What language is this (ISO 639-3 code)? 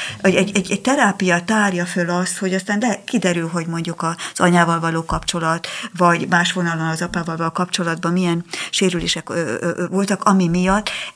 hun